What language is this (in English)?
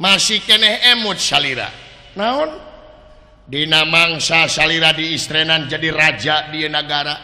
Sundanese